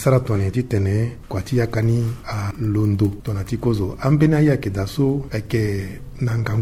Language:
Sango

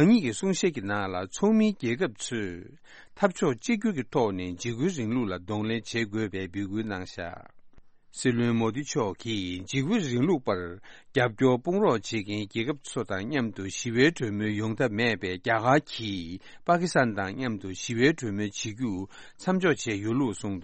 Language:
Tibetan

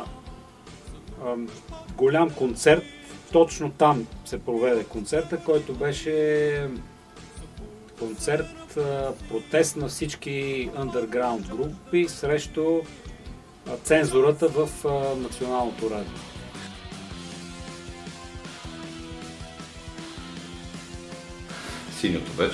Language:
Bulgarian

